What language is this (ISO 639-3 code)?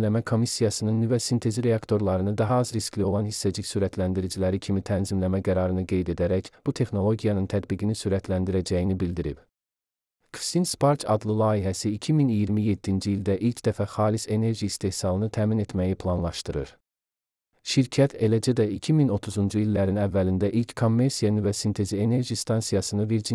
aze